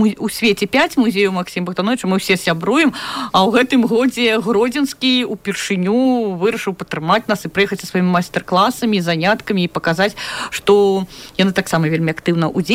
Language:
Belarusian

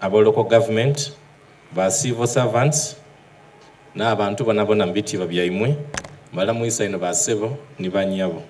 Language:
Soga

